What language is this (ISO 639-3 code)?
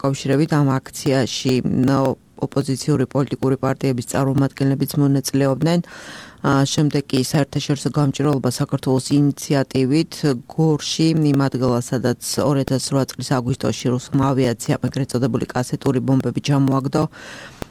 kat